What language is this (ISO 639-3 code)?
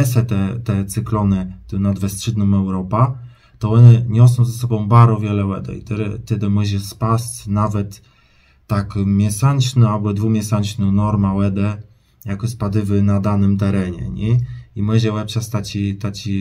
csb